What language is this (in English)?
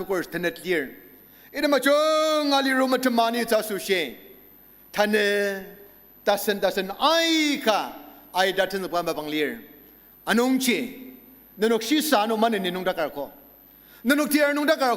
Ao Naga